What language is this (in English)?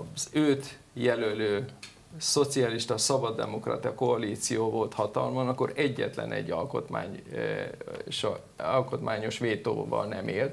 Hungarian